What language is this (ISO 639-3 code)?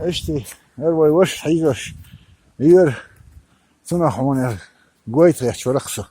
che